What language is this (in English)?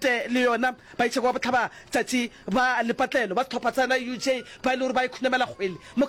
Northern Sotho